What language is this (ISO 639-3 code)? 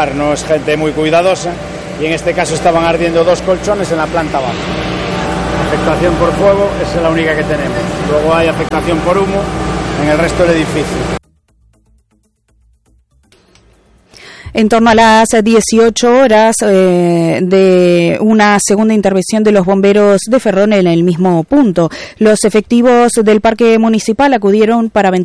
spa